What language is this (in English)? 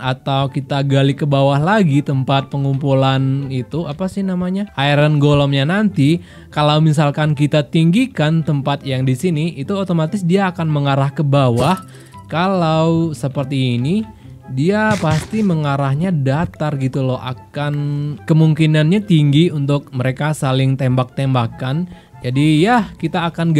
Indonesian